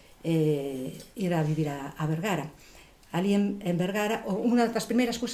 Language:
Galician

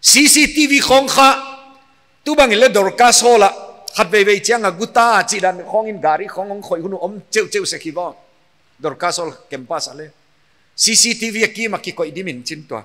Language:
Paite Chin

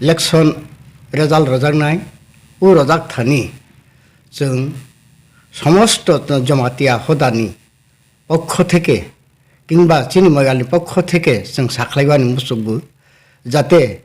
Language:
Kok Borok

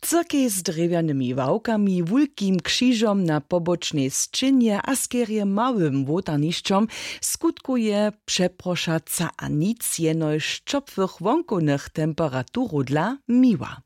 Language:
Upper Sorbian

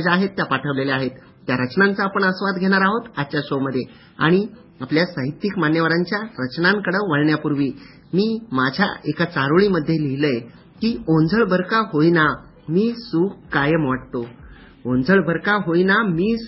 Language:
Marathi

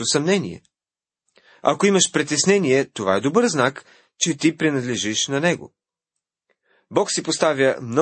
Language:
Bulgarian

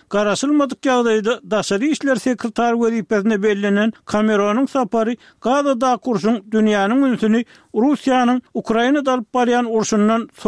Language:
Turkmen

